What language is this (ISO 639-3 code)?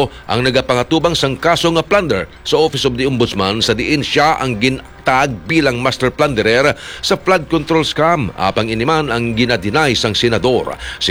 hil